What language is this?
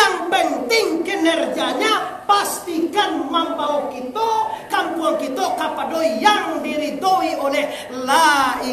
Minangkabau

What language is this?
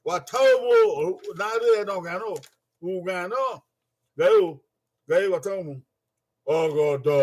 Bini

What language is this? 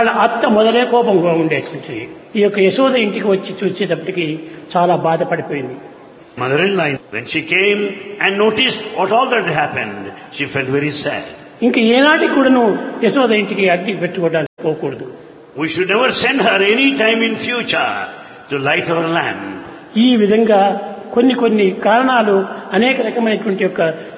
Telugu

